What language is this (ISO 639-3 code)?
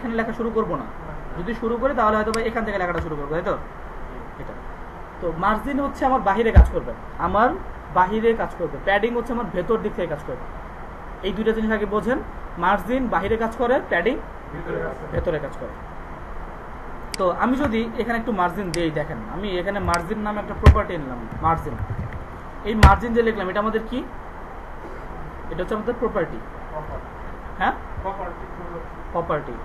ben